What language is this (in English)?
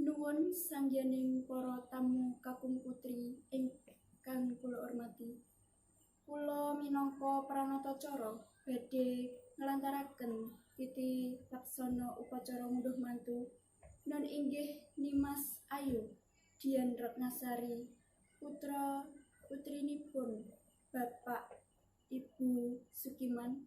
Javanese